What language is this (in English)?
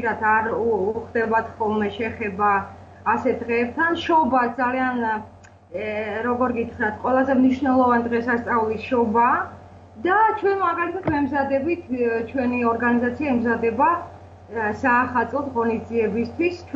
Georgian